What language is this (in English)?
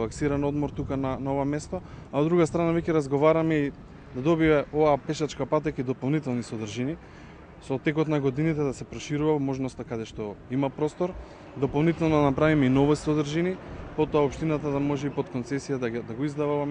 Macedonian